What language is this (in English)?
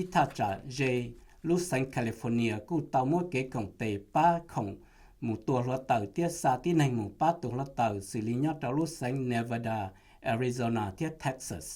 Hmong